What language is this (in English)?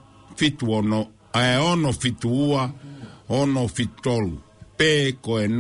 Tongan